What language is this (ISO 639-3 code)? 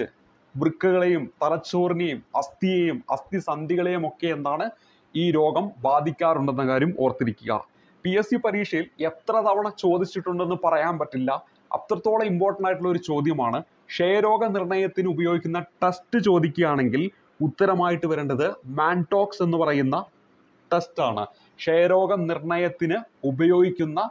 mal